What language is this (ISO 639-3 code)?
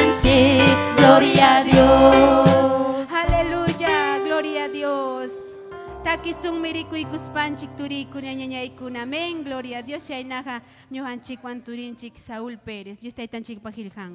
quy